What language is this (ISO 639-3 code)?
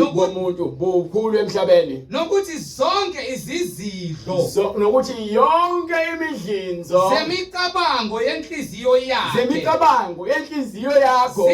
zul